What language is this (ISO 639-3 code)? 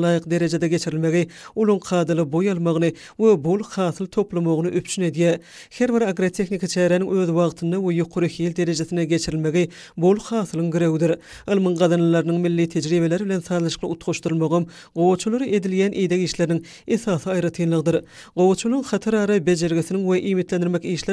tuk